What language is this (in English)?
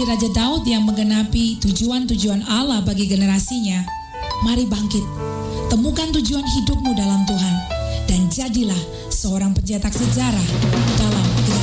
Indonesian